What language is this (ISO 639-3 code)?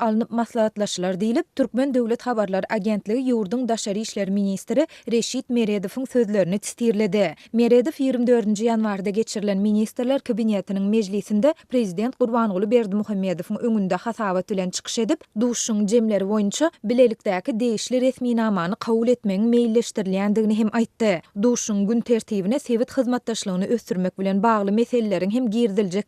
tuk